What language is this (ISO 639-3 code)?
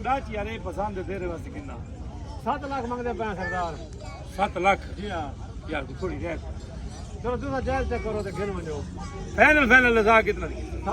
skr